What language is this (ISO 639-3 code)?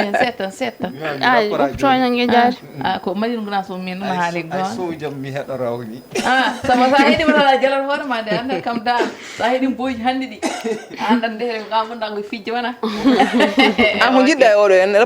ful